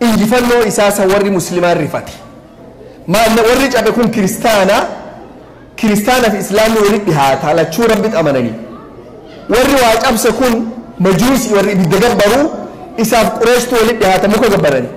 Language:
Oromo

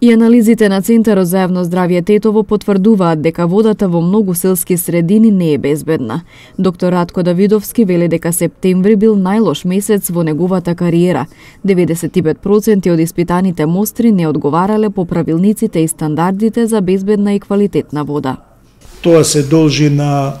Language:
Macedonian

